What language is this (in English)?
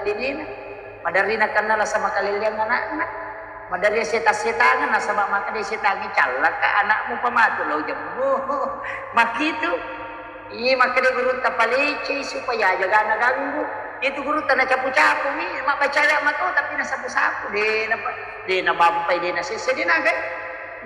Buginese